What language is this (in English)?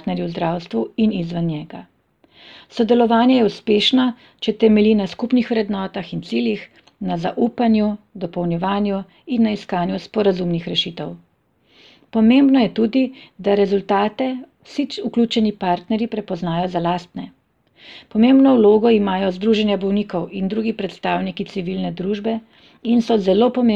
Slovenian